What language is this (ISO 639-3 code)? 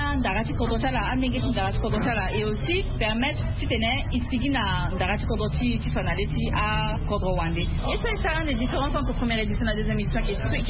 sag